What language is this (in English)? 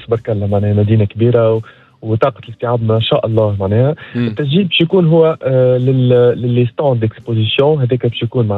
Tunisian Arabic